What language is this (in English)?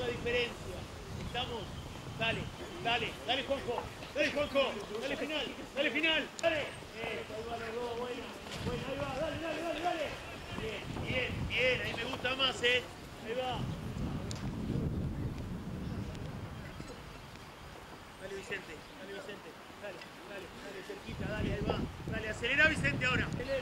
Spanish